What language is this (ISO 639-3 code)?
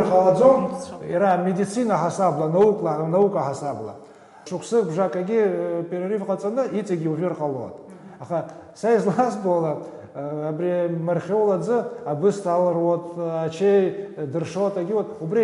abk